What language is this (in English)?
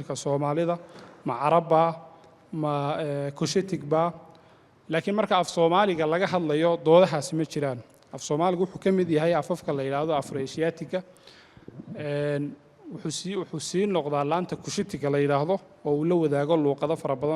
Somali